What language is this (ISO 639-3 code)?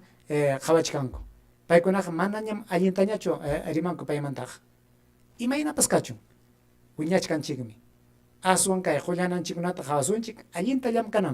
quy